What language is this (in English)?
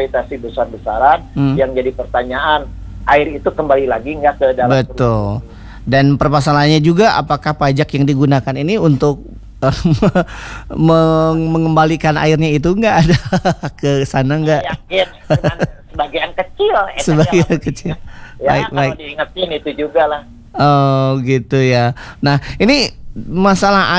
Indonesian